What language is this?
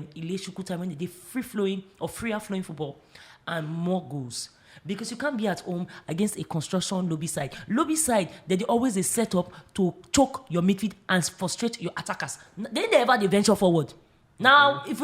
Nigerian Pidgin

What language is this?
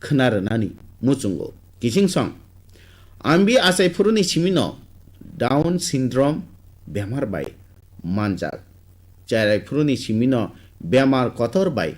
Kok Borok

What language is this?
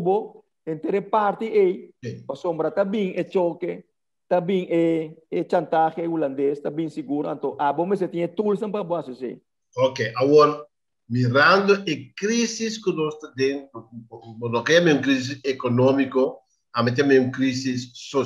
Papiamento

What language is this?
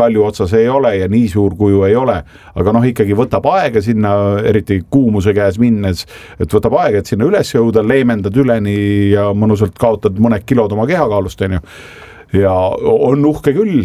Estonian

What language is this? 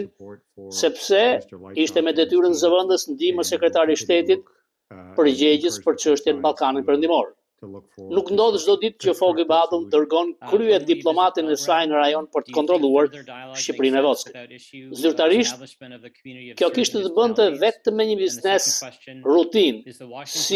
Albanian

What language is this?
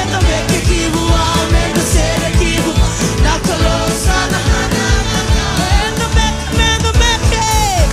Fijian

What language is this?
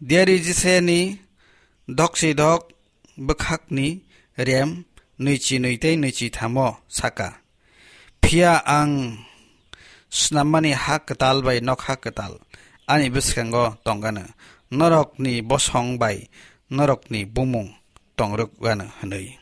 Kok Borok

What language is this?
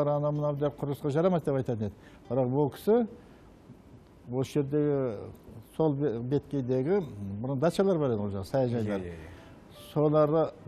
Kazakh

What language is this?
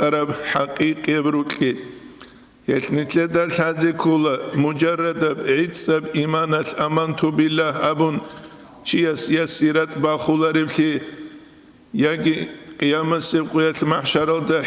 Avaric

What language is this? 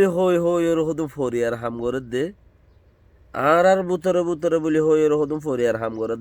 Rohingya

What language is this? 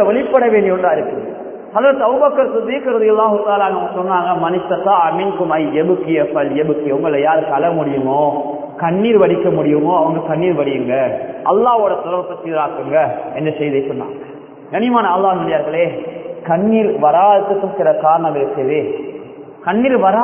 Tamil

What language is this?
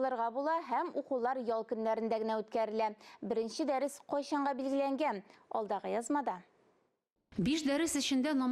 Tatar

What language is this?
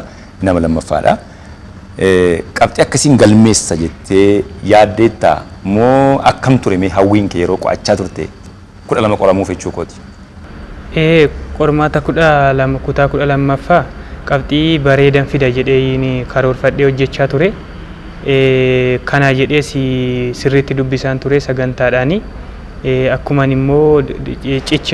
Oromo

